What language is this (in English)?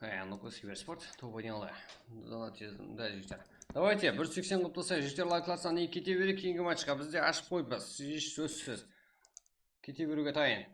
Kara-Kalpak